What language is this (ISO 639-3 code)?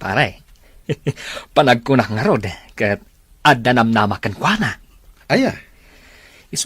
ilo